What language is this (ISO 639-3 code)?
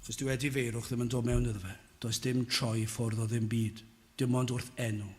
cym